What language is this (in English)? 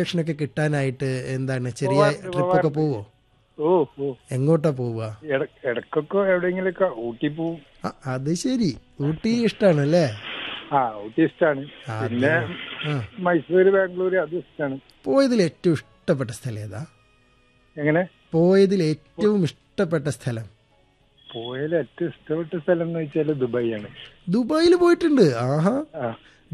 Malayalam